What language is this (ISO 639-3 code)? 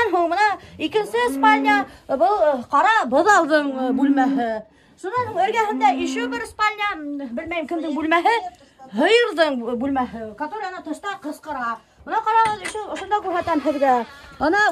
bak